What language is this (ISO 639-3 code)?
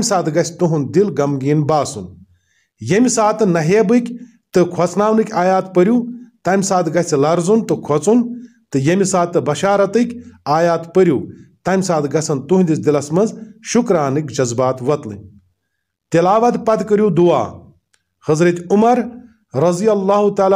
kas